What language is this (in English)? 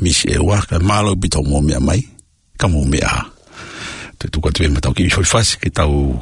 Tongan